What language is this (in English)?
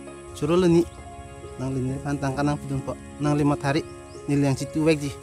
Karbi